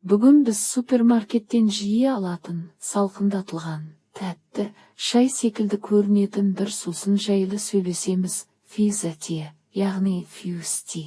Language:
Kazakh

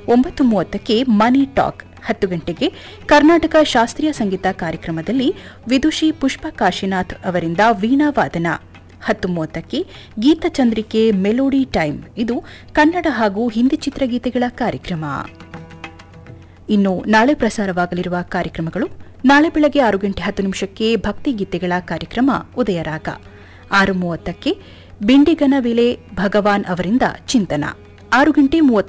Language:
Kannada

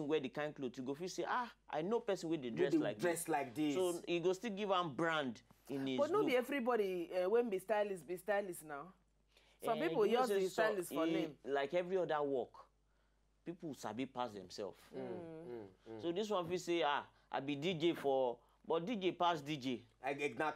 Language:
Nigerian Pidgin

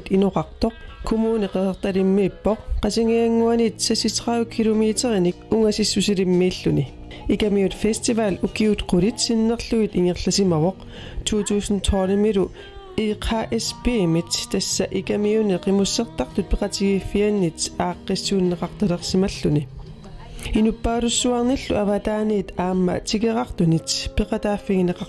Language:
Kalaallisut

